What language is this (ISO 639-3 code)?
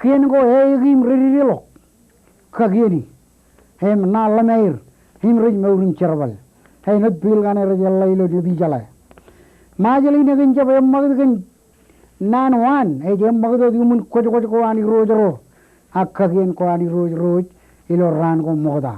mah